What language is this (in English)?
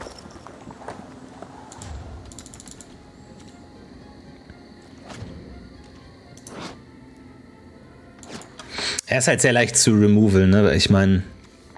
German